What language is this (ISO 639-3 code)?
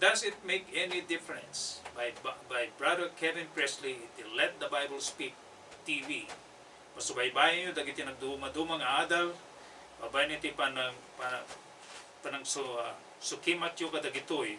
ilo